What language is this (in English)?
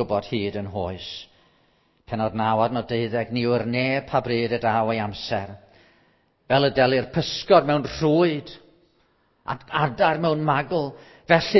Welsh